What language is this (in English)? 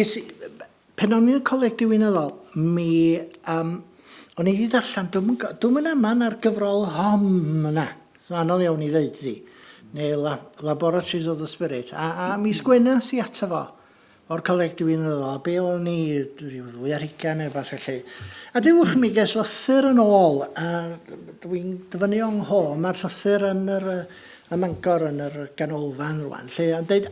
Welsh